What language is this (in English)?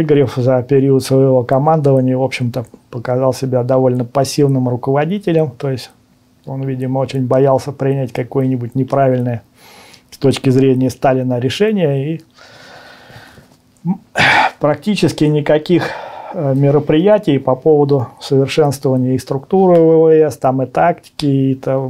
Russian